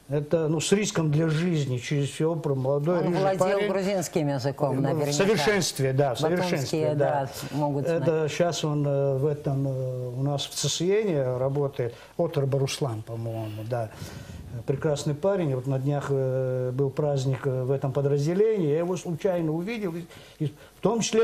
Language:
Abkhazian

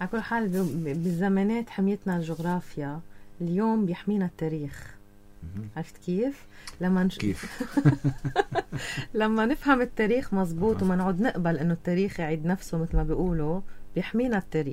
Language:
North Levantine Arabic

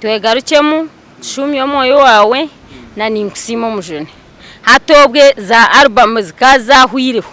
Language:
Nyankole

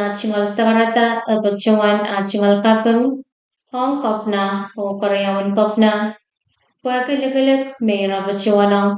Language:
Pohnpeian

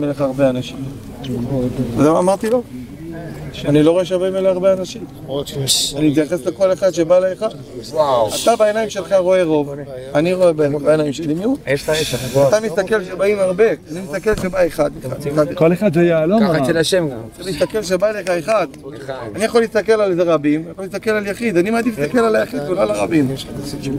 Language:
Hebrew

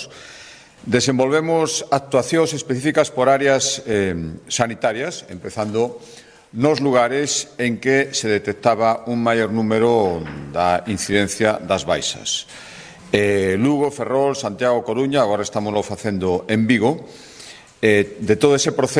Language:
Galician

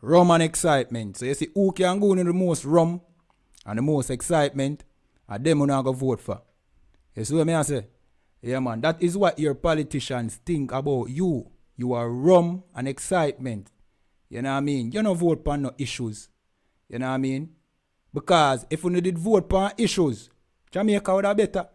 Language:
Jamaican Creole English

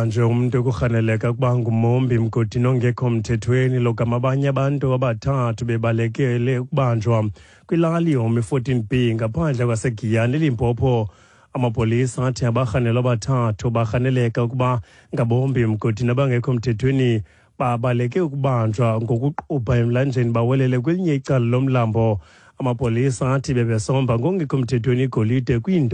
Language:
Xhosa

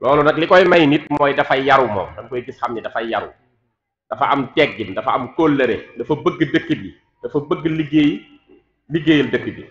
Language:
Wolof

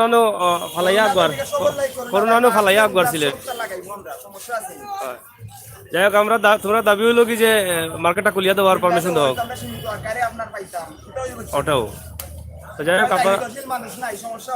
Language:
Sylheti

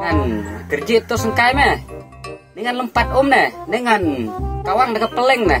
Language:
Khasi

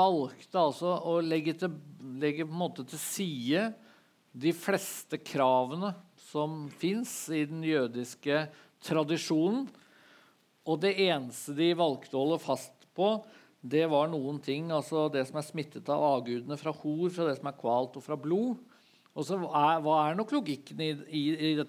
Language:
Norwegian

